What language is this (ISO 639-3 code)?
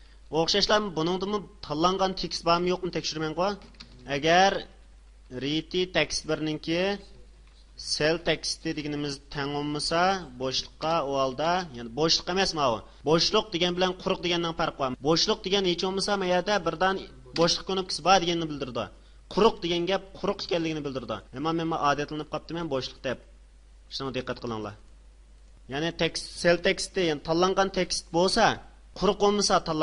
uig